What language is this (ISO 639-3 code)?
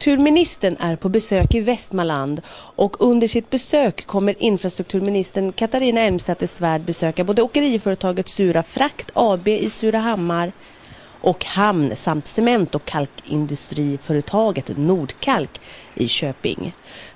swe